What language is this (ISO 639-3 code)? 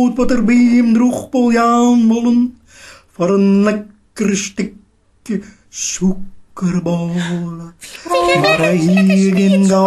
fry